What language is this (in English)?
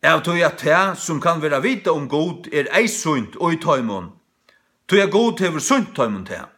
Faroese